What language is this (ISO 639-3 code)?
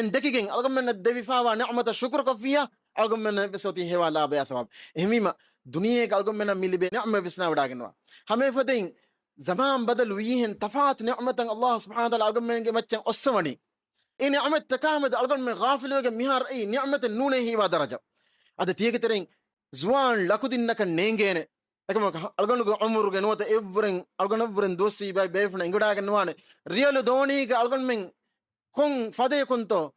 div